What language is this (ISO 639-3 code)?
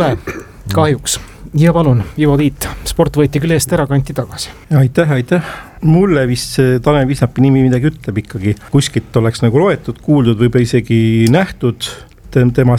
est